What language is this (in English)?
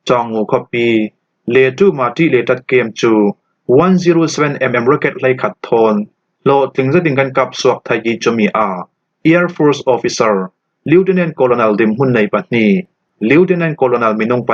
Falam Chin